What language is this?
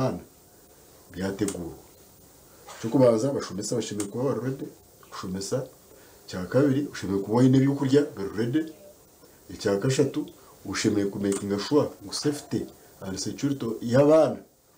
Nyankole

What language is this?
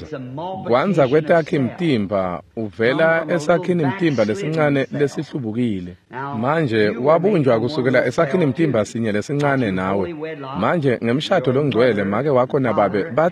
Swati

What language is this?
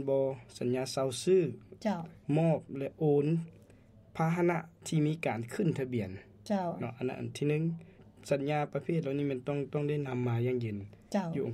Lao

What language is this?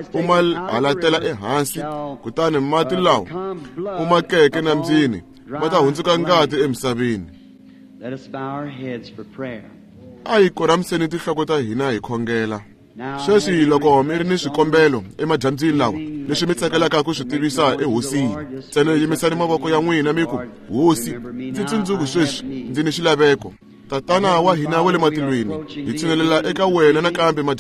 Tsonga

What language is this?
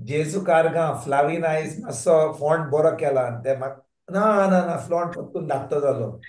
Konkani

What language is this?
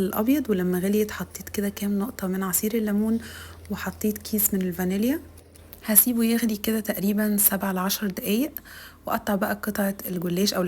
Egyptian Arabic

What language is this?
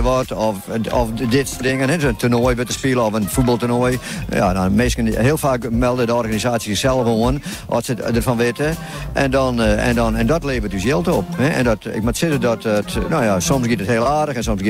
Western Frisian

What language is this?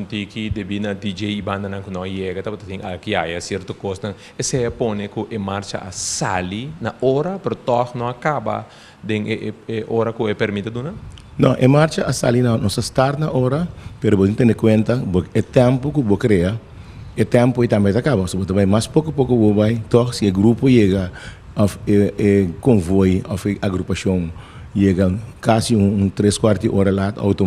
Papiamento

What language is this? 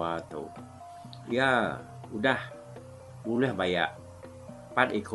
Iban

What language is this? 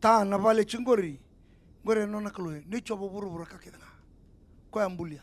Fijian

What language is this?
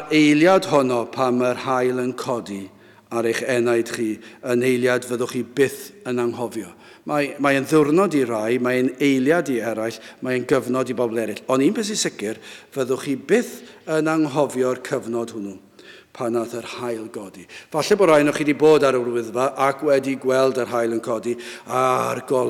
Welsh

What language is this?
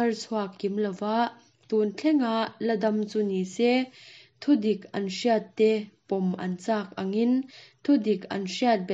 Mizo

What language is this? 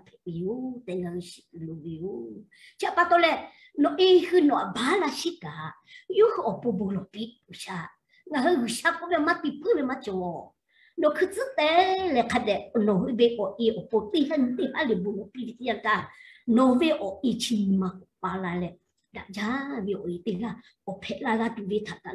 Lahu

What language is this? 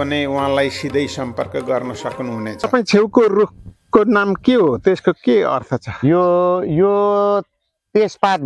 Nepali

